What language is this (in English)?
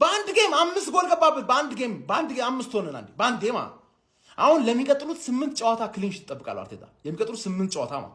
Amharic